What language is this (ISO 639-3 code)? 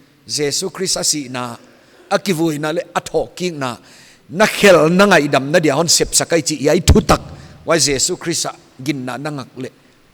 pck